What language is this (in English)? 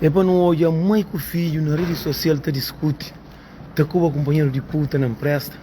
Kabuverdianu